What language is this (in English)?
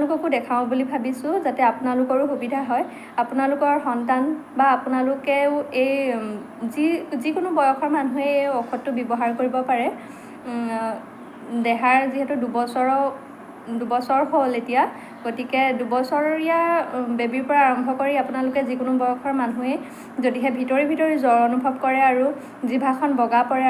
Assamese